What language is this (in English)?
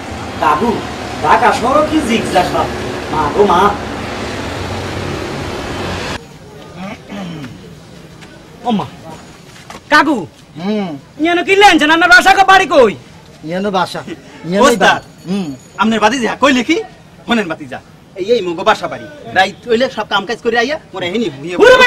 Bangla